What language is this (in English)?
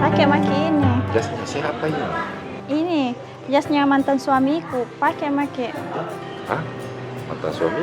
Makassar Malay